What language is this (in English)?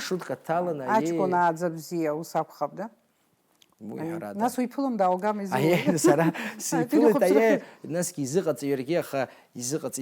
Abkhazian